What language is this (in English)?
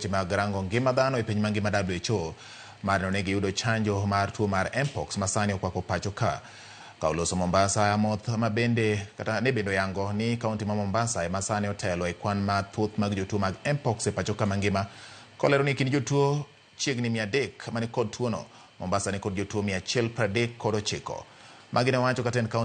Luo (Kenya and Tanzania)